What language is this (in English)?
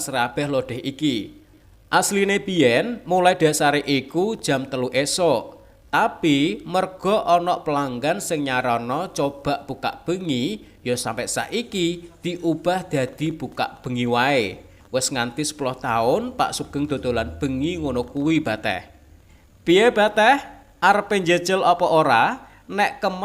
Javanese